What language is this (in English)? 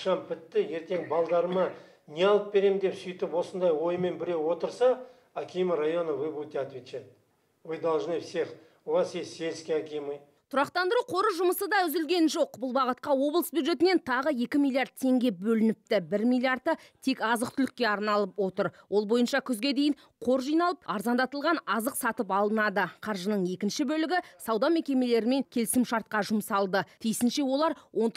Kazakh